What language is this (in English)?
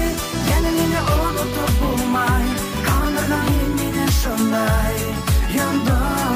Bashkir